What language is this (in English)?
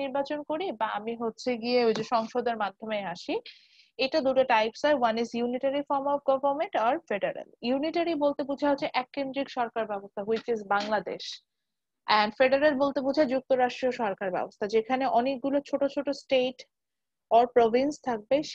Bangla